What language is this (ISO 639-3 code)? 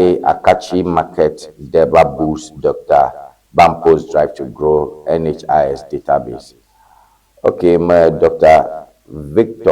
ewe